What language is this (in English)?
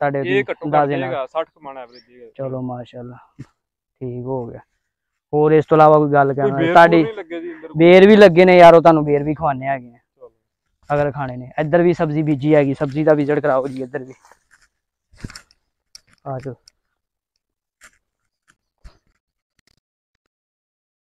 Punjabi